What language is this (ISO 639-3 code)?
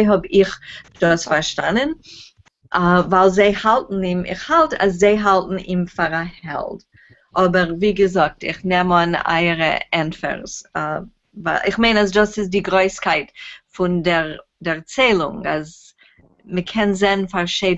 yid